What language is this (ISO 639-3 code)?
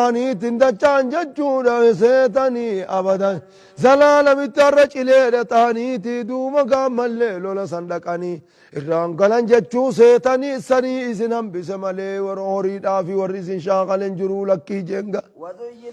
orm